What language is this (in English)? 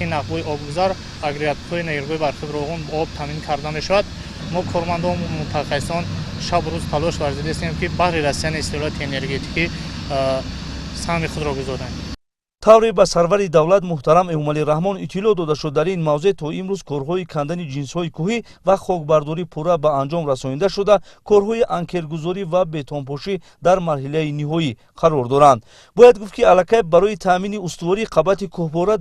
Tajik